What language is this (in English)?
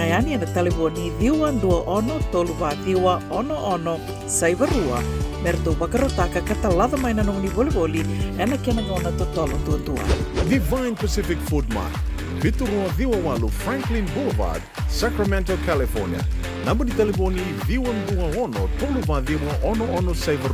Fijian